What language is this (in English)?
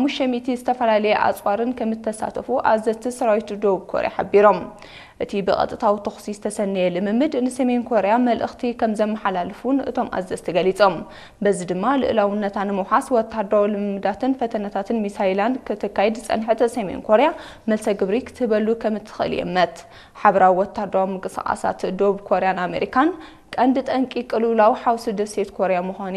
Tigrinya